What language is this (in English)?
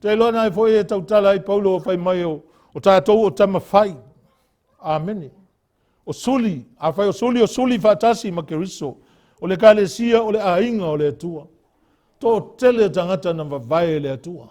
Samoan